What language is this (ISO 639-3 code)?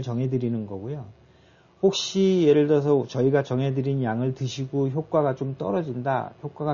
kor